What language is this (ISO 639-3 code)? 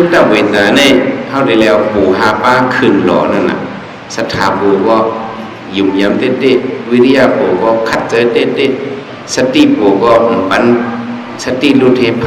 shn